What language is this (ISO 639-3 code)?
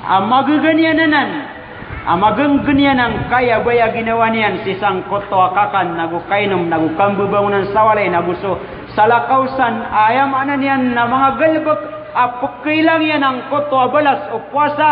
mrw